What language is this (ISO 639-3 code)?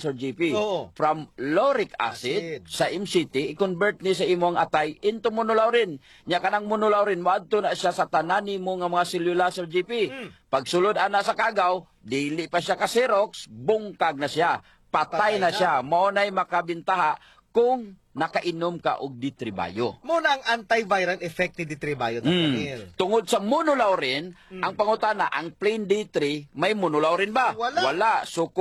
ceb